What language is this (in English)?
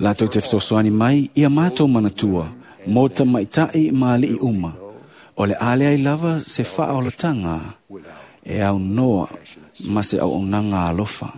Samoan